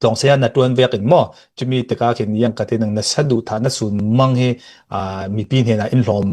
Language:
Hakha Chin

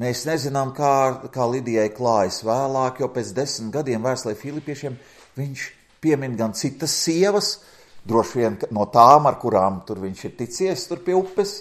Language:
Latvian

